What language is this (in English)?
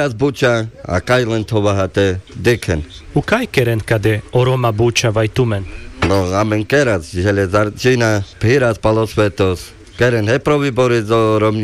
Carpathian Romani